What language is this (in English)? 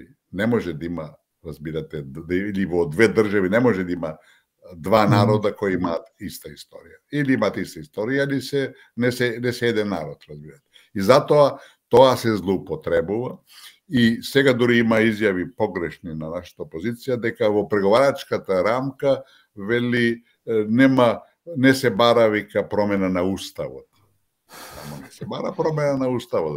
Macedonian